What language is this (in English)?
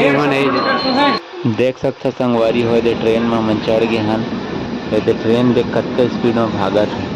Chhattisgarhi